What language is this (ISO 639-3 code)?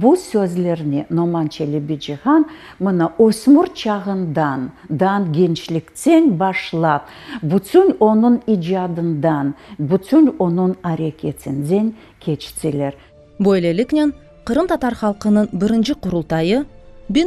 crh